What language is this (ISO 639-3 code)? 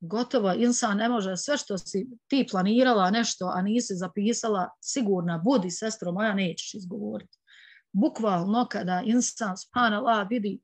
bos